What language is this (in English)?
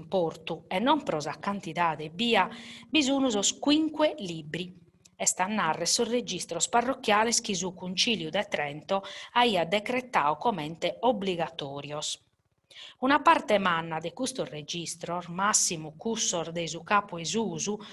Sardinian